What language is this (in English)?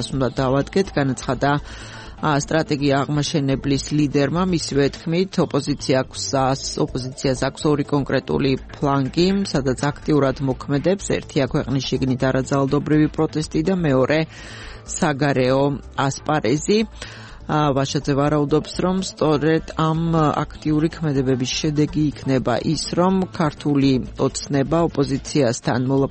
Georgian